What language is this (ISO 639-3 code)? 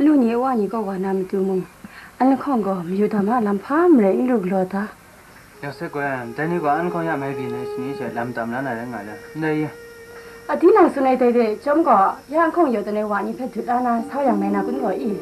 kac